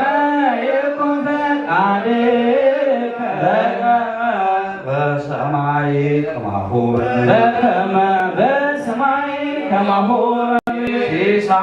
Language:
Geez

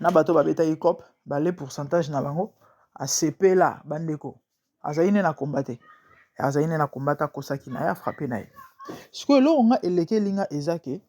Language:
Lingala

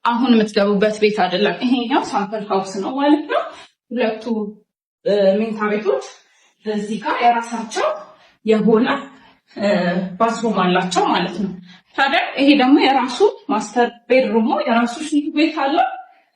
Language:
Amharic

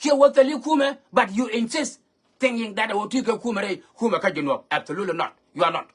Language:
Nuer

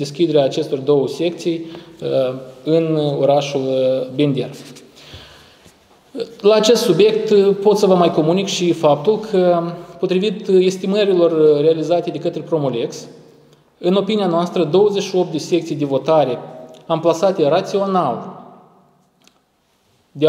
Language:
Romanian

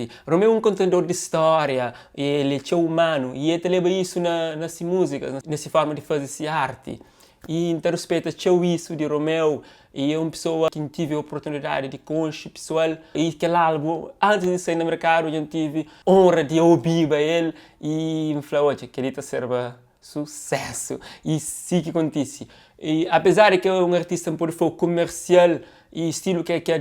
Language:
Kabuverdianu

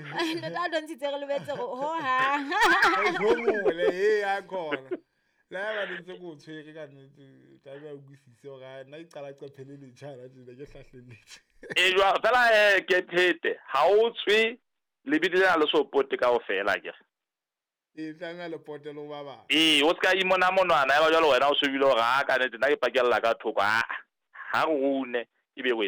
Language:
Southern Sotho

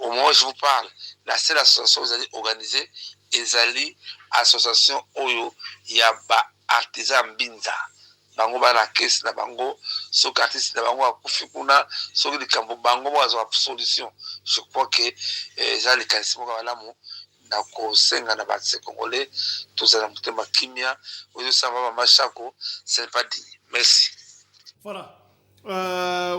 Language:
Lingala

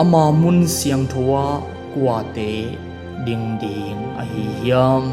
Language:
Tedim Chin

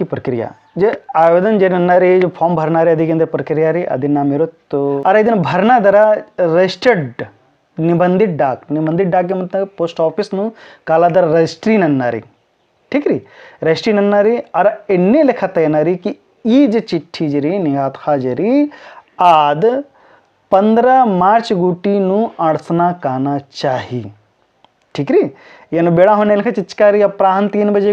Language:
Kurukh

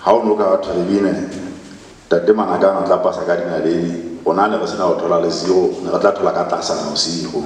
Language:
Southern Sotho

